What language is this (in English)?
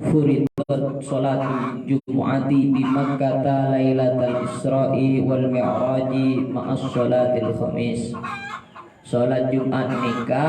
Madurese